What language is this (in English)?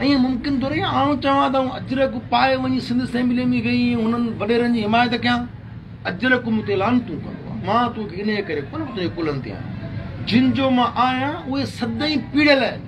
Sindhi